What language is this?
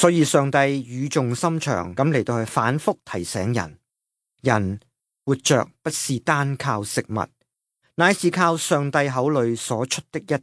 Cantonese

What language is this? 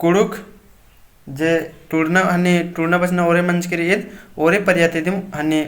Kurukh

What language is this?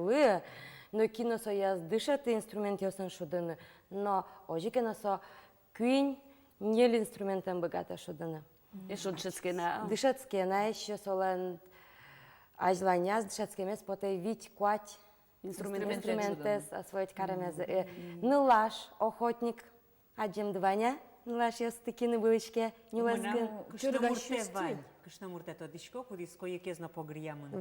Udmurt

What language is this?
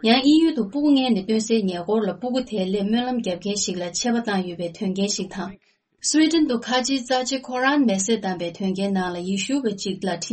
Tibetan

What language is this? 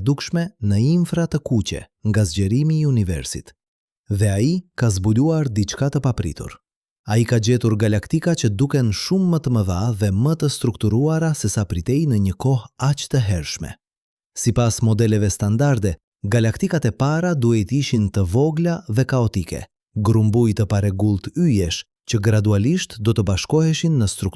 Albanian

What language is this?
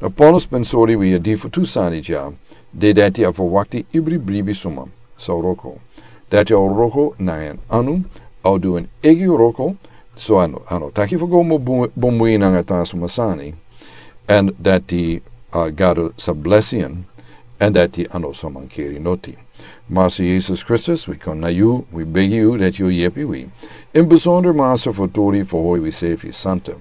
Sranan Tongo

